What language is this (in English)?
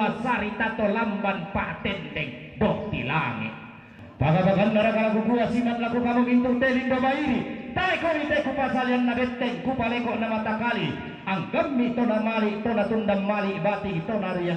Toraja-Sa'dan